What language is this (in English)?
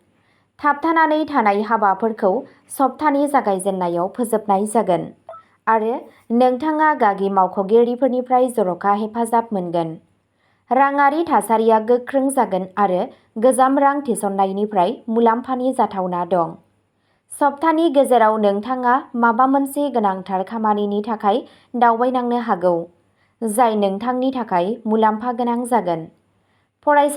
Bodo